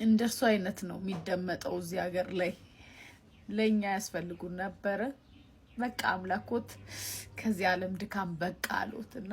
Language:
Amharic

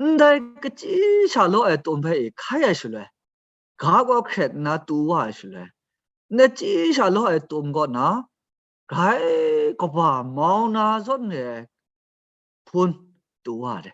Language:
Kachin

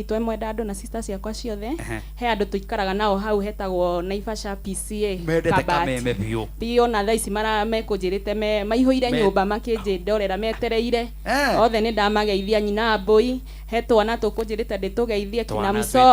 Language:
Kikuyu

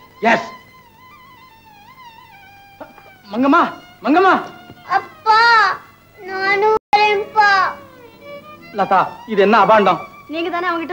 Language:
Tamil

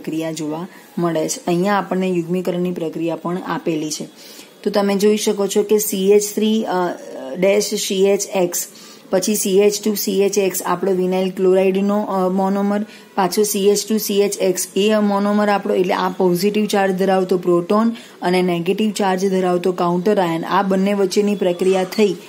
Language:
Gujarati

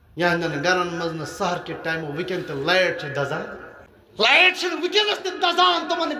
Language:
Kashmiri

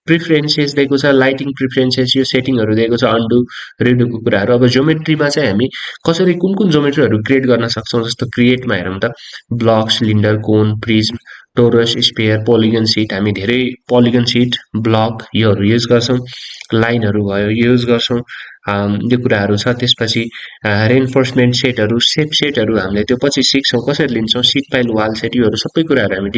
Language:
Nepali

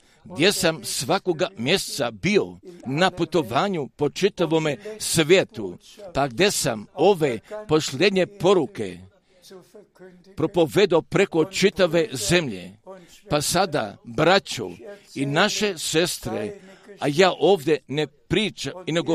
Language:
Croatian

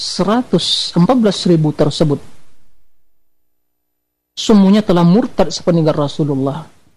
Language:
Indonesian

